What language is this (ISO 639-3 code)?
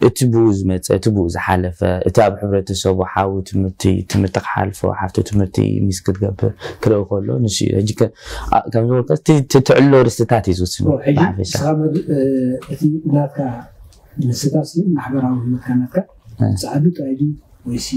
tir